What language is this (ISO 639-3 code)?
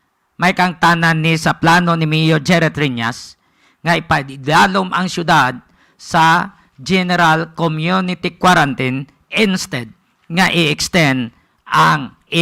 hil